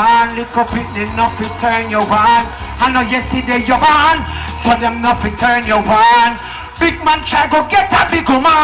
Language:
Jamaican Creole English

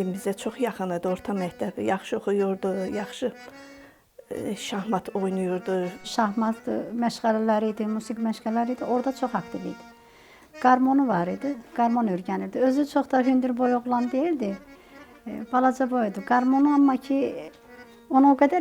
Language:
Azerbaijani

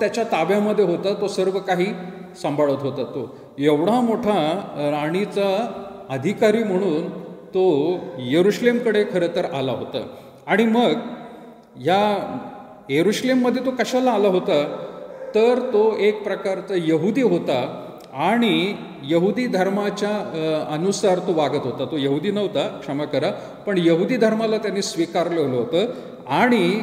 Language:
Marathi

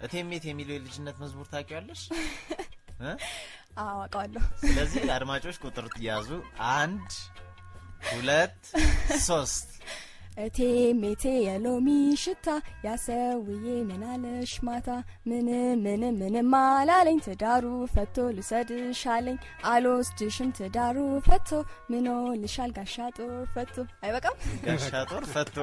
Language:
Amharic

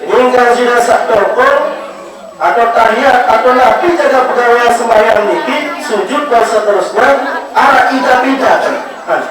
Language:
Sasak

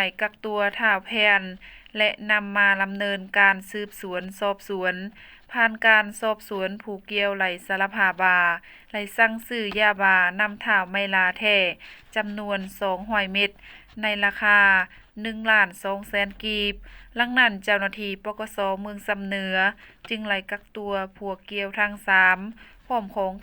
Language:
Lao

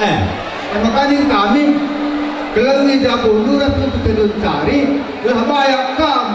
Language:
Batak Karo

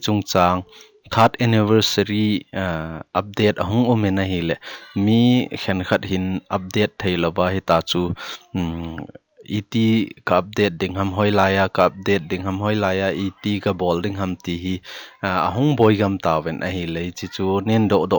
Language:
Thado Chin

